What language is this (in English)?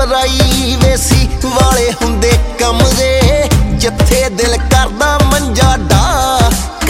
Punjabi